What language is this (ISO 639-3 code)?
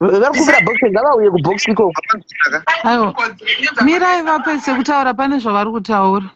sna